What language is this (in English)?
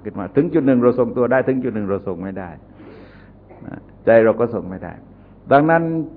Thai